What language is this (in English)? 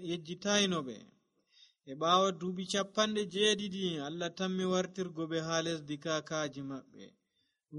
Nigerian Fulfulde